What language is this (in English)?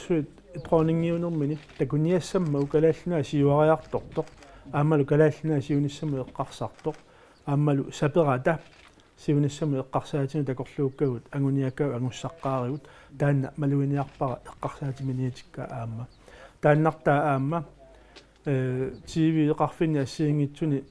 Kalaallisut